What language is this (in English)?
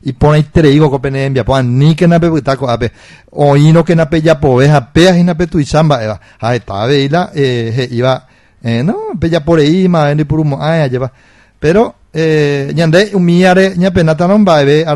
Guarani